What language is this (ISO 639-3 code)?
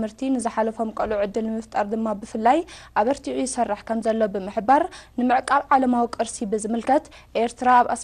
tir